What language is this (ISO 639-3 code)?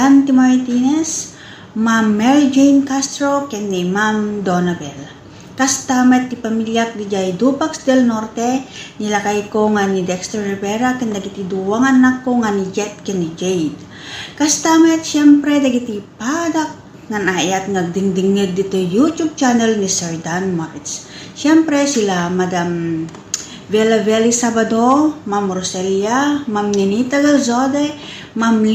ilo